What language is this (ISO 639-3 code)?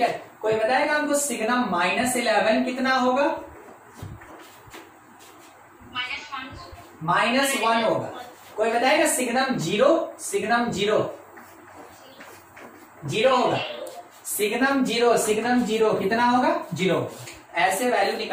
hin